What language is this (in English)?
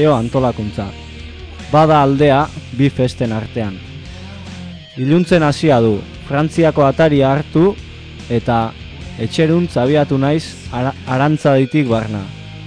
Basque